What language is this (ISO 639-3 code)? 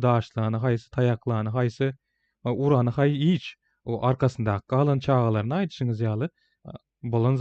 tuk